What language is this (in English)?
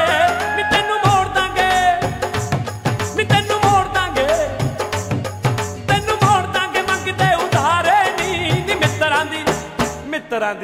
Punjabi